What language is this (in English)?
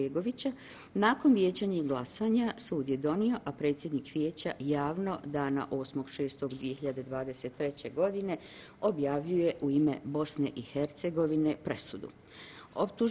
Bosnian